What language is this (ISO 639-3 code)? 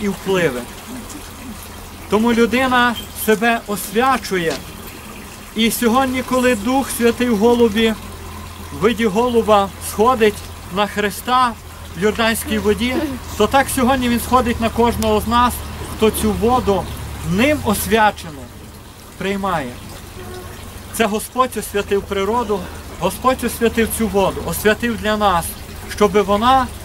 ukr